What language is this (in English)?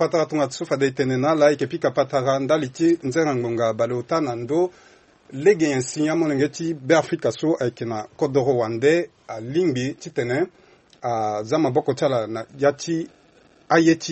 Sango